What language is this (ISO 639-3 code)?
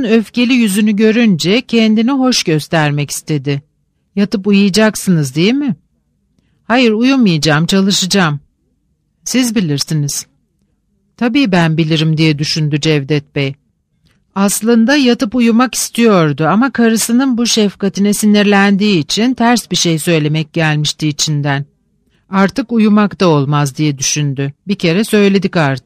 tur